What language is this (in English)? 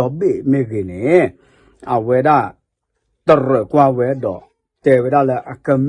S'gaw Karen